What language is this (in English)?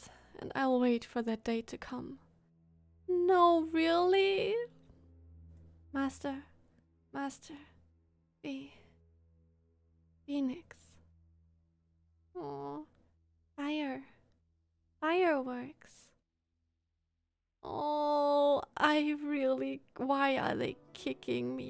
English